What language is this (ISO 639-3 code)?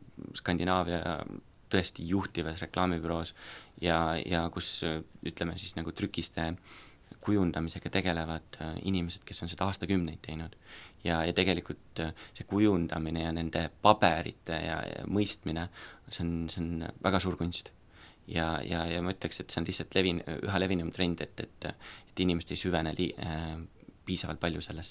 est